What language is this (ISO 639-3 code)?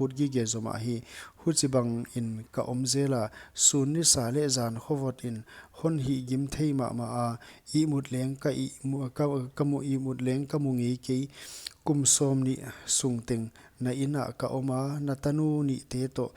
pck